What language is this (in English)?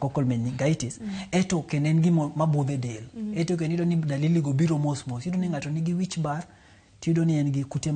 Luo (Kenya and Tanzania)